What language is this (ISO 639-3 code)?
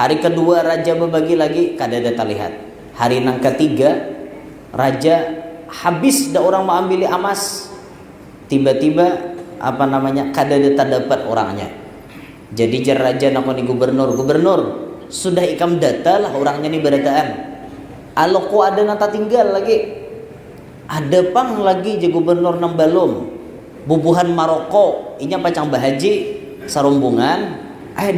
bjn